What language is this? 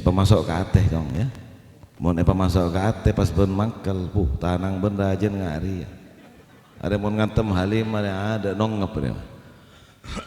Madurese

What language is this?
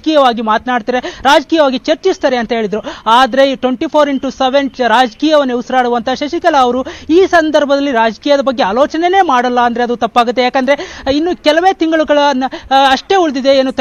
Kannada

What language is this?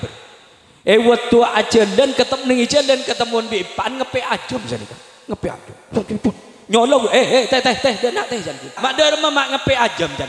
Madurese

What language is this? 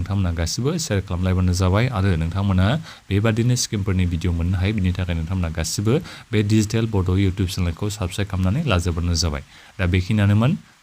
Bodo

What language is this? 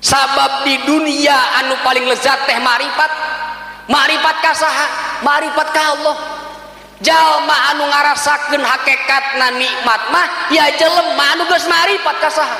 Sundanese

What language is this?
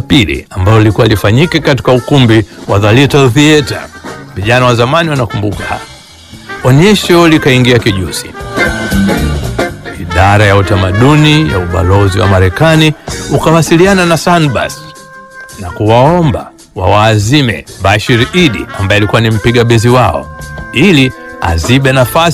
Swahili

